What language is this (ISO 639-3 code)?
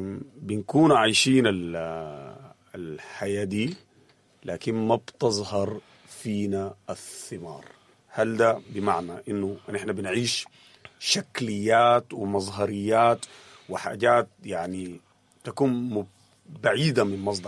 apd